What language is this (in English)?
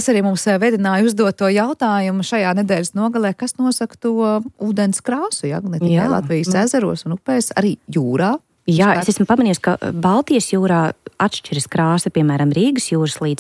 Latvian